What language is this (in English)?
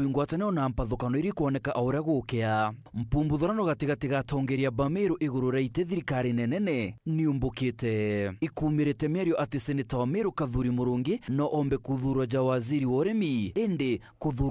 Meru